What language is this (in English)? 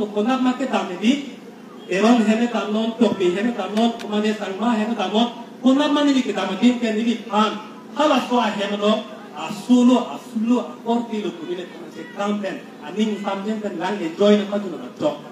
Karbi